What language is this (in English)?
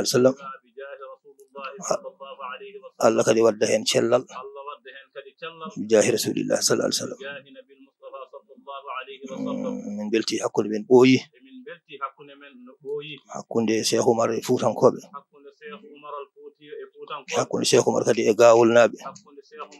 Fula